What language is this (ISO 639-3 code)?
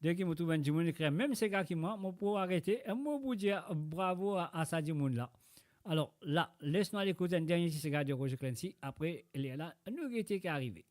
mfe